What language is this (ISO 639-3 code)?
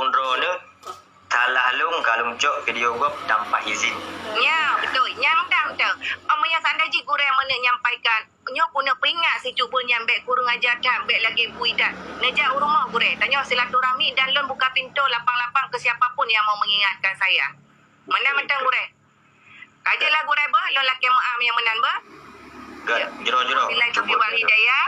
ace